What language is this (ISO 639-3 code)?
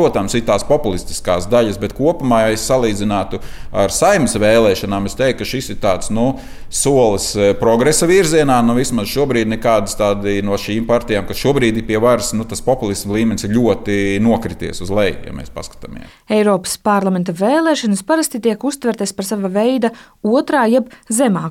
lav